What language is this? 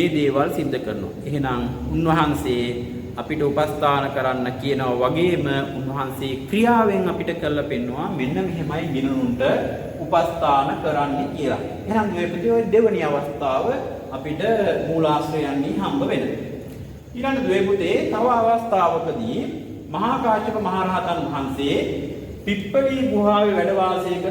Sinhala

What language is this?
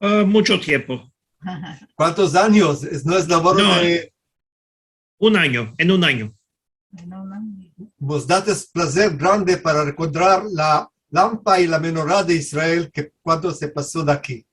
Ladino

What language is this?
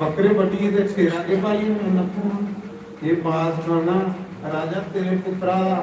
Dogri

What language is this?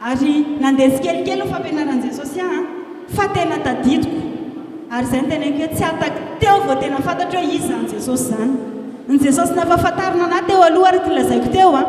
Malagasy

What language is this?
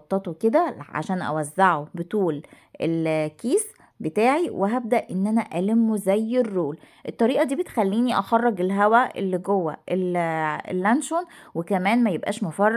Egyptian Arabic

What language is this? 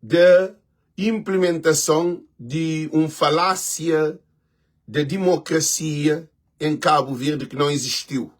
Kabuverdianu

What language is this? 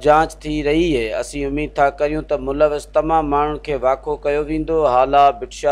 Sindhi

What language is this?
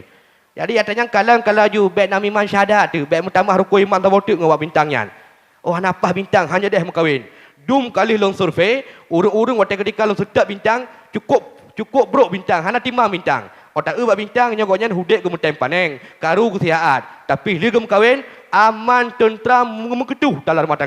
Achinese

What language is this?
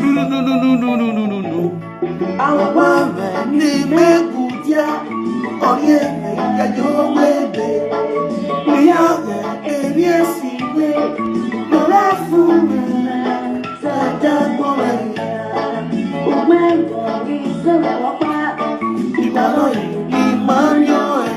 Nigerian Pidgin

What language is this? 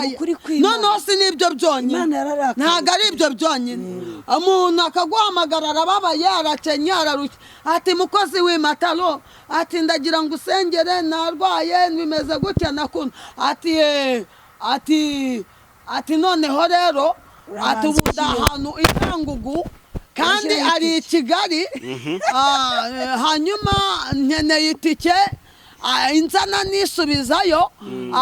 Kinyarwanda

